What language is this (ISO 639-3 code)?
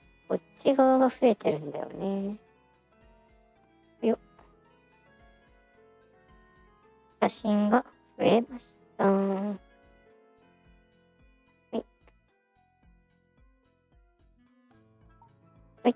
jpn